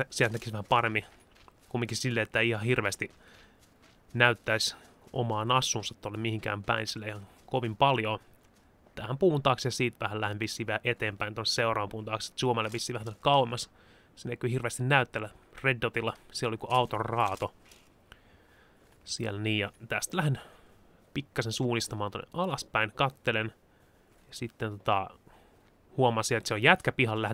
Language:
Finnish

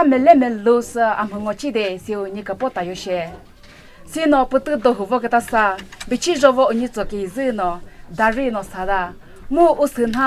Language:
Chokri Naga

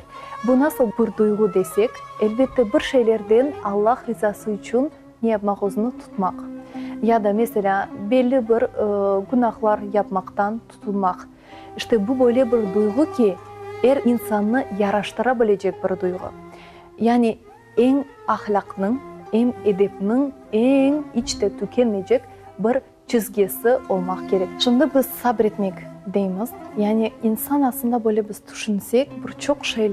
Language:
Crimean Tatar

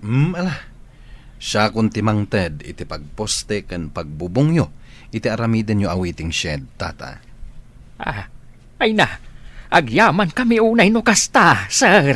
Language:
Iloko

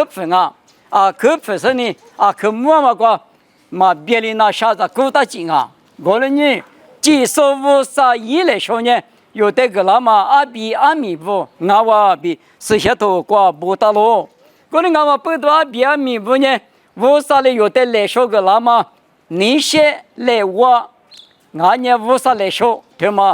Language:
Lisu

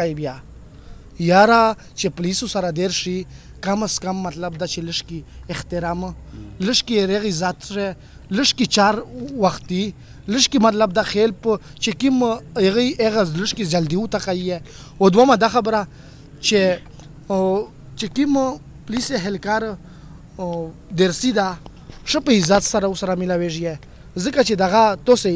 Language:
Pashto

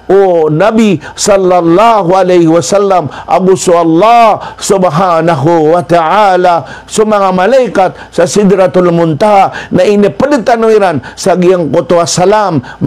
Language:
Maranao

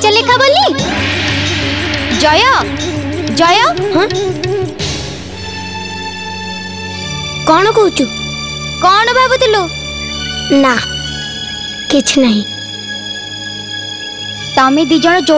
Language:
Odia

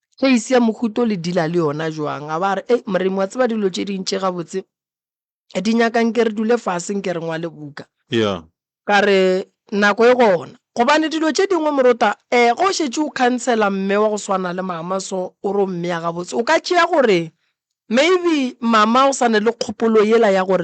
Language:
Northern Sotho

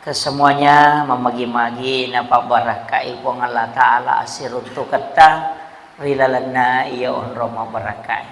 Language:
Buginese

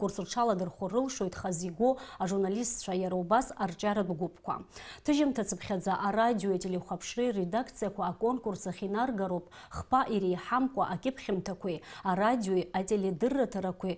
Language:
Abkhazian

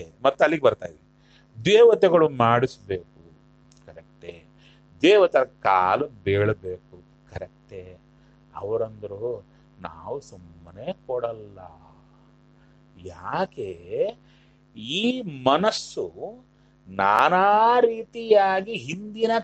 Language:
Kannada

